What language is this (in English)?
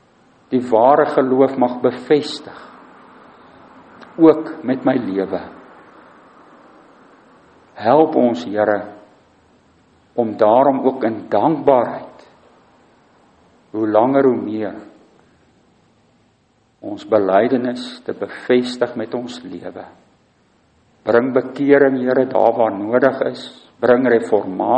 Afrikaans